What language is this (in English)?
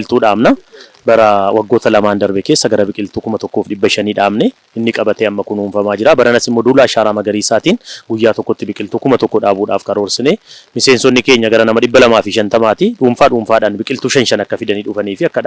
Oromo